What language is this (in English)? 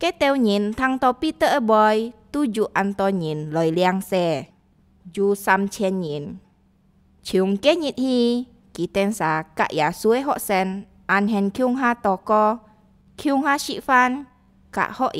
Hakka Chinese